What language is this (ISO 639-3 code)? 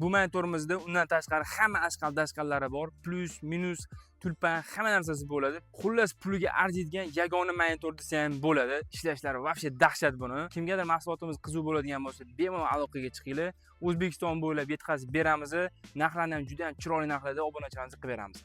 uzb